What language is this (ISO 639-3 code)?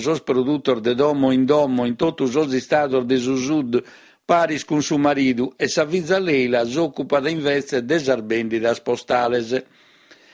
srd